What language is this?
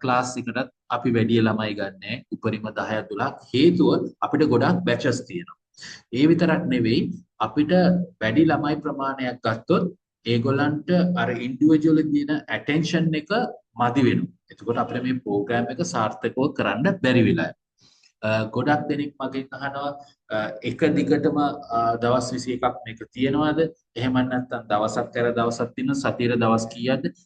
Sinhala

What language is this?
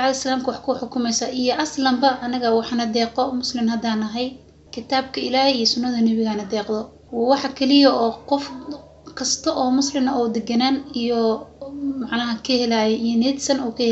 Somali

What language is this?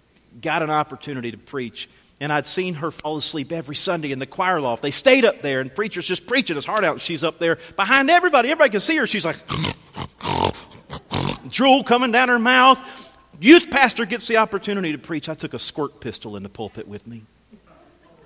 English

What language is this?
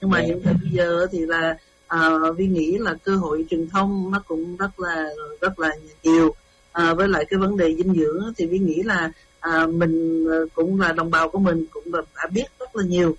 Vietnamese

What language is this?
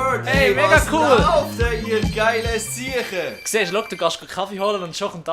Swiss German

